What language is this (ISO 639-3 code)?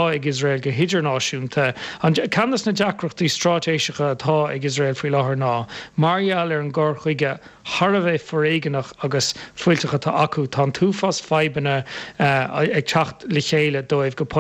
gle